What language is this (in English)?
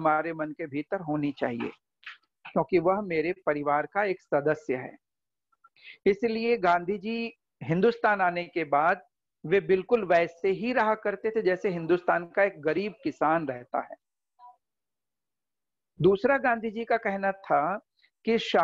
Hindi